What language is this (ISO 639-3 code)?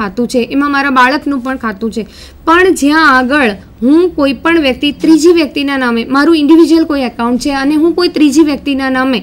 guj